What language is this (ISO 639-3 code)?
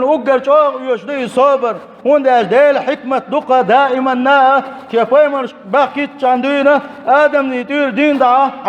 che